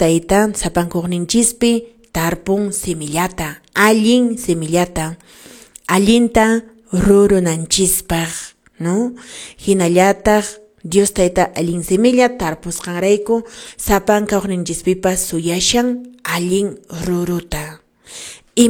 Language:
Quechua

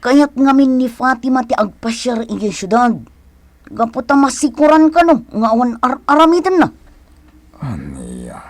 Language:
Iloko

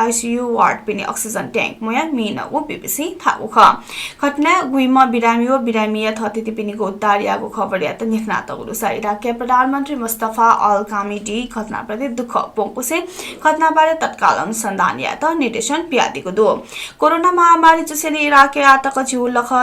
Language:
Newari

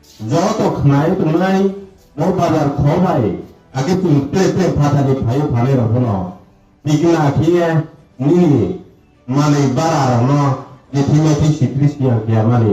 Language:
Riang (India)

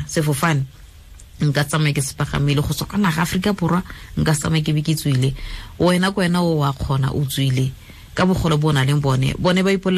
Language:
Tswana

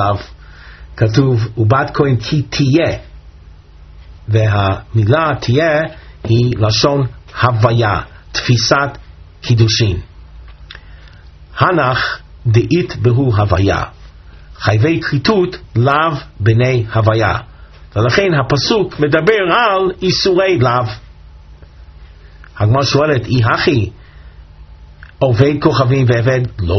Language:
Hebrew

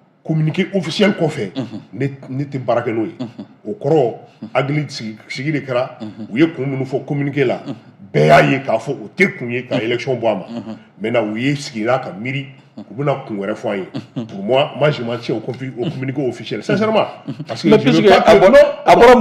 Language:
Bambara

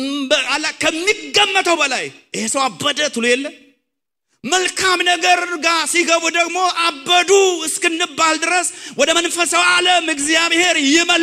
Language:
Amharic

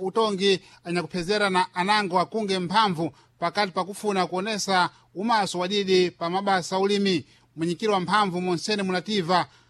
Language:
Sena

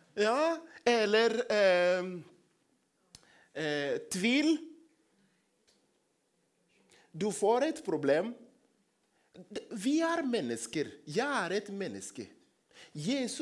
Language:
Norwegian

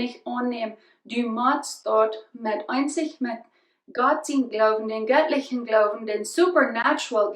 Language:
Plautdietsch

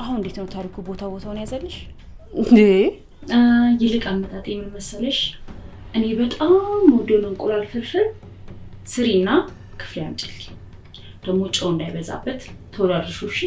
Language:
Amharic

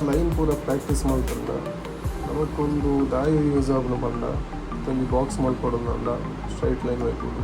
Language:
Tulu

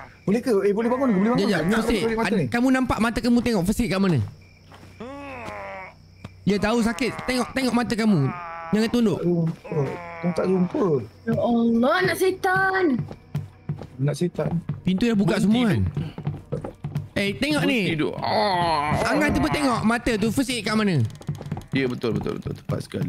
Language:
Malay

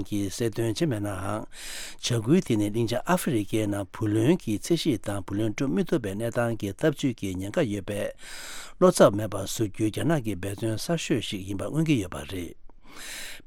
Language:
Tibetan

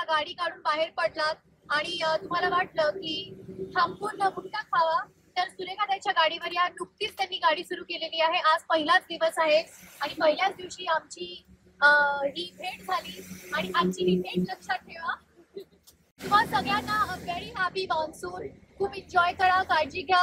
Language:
Marathi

